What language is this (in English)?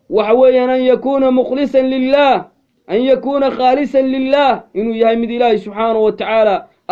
Somali